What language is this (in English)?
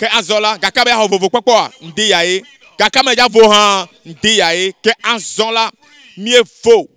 Ewe